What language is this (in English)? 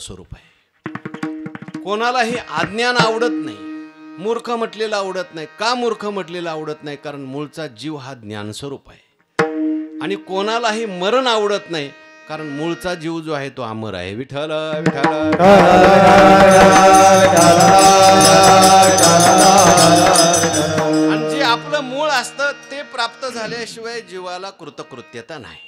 Marathi